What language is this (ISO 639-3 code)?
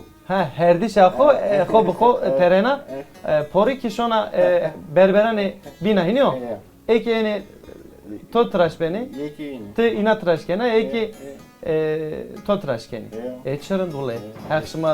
zza